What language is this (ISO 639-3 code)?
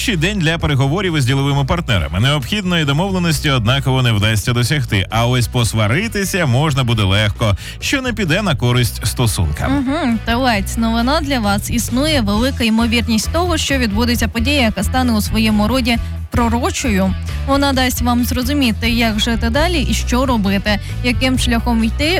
ukr